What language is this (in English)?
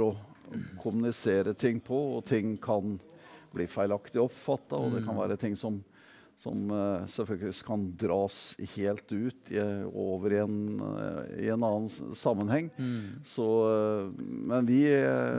Norwegian